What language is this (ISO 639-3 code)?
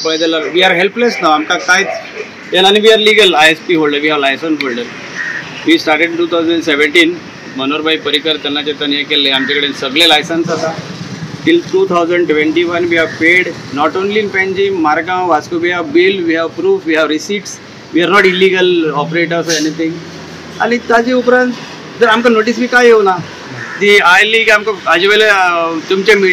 kok